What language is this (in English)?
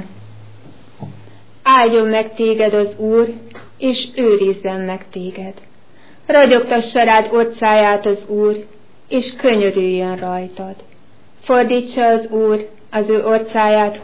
Hungarian